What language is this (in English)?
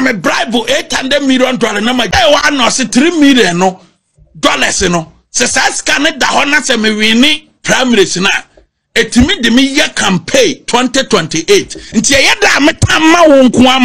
Akan